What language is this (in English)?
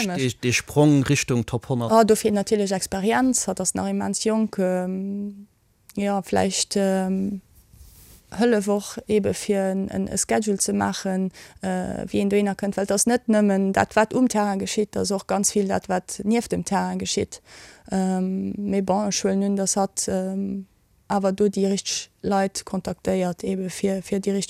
Luxembourgish